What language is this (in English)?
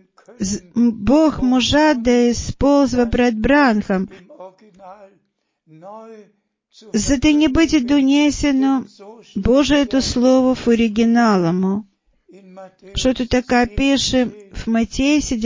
Bulgarian